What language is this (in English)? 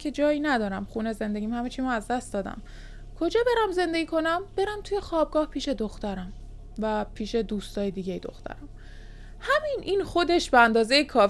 Persian